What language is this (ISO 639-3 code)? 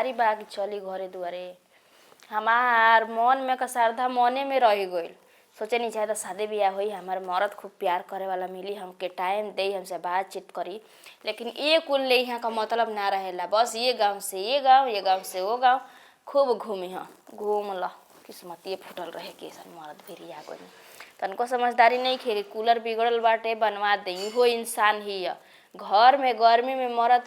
bho